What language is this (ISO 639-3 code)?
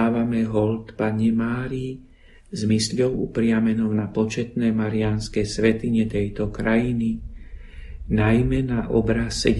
slk